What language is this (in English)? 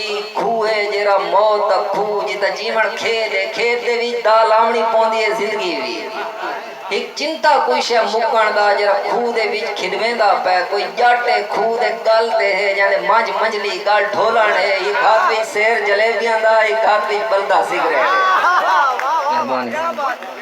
Saraiki